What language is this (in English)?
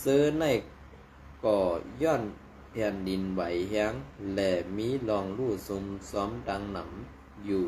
Shan